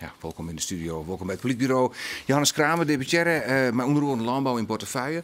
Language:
Western Frisian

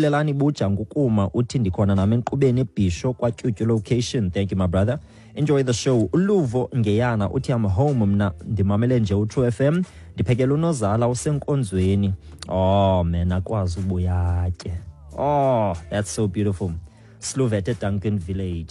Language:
Xhosa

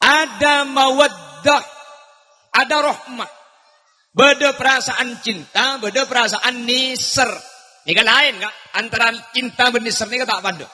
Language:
Madurese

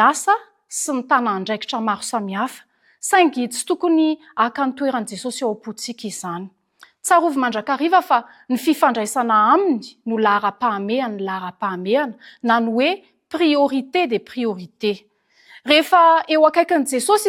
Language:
Malagasy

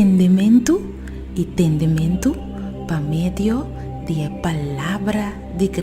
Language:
Papiamento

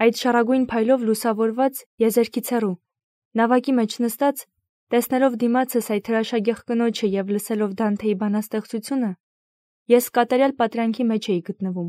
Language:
Armenian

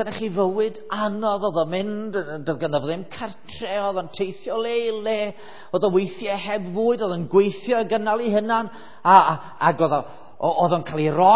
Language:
Welsh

